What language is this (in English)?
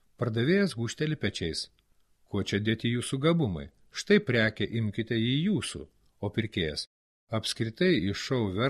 Lithuanian